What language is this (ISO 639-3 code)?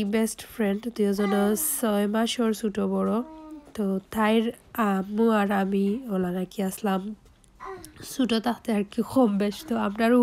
syl